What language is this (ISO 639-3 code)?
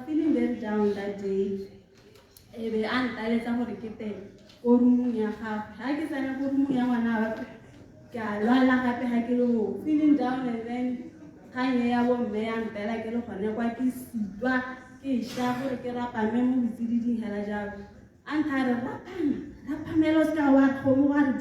tsn